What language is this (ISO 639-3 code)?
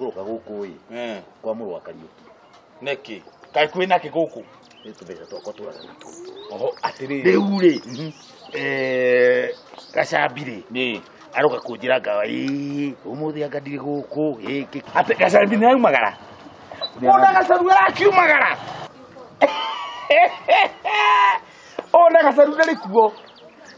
kik